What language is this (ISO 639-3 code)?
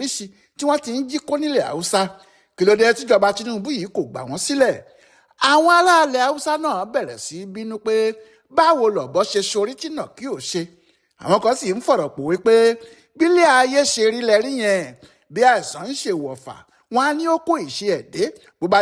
yor